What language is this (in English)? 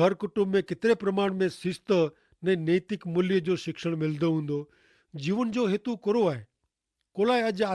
Kachhi